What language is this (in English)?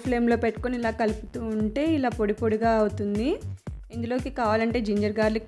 Telugu